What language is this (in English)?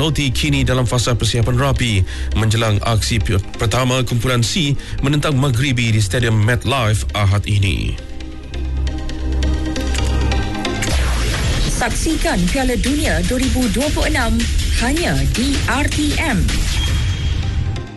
Malay